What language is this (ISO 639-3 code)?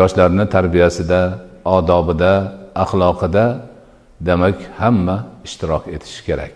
uzb